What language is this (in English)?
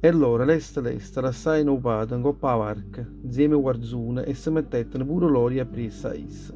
Neapolitan